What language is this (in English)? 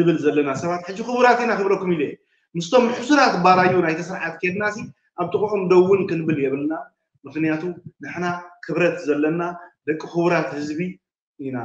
Tigrinya